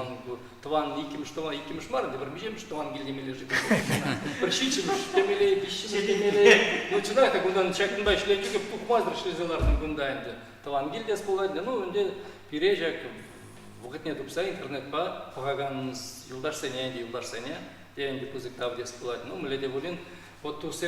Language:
Chuvash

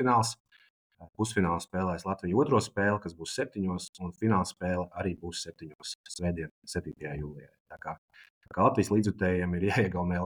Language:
Latvian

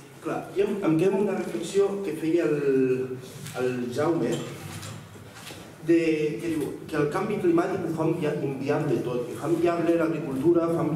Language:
Catalan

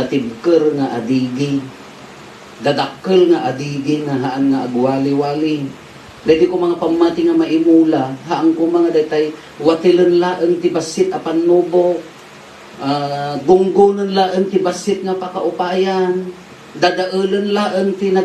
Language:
Iloko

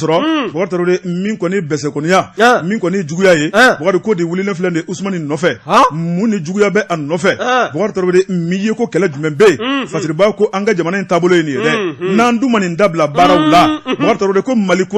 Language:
Bambara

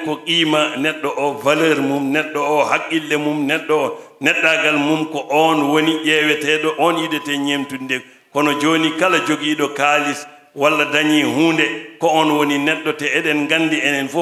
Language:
Fula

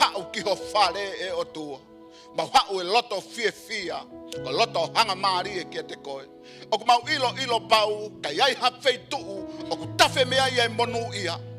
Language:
Tongan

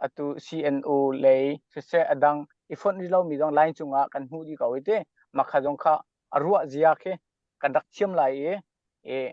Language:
Hakha Chin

